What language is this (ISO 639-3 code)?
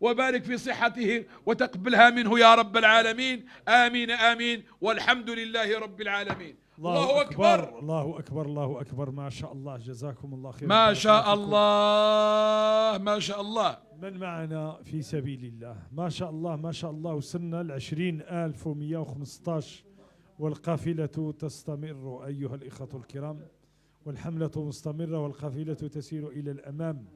ary